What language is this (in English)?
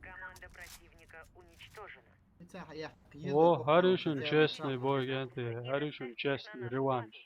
Chechen